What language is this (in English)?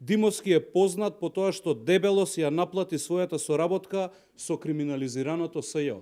Macedonian